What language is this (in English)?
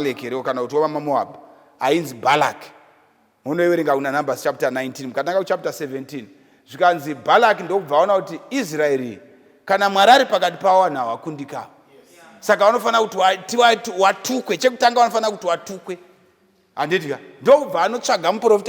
Shona